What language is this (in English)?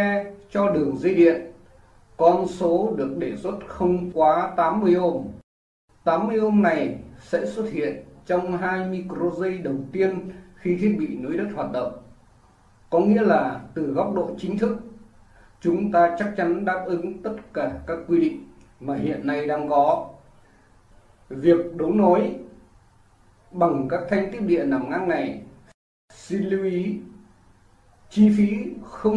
Vietnamese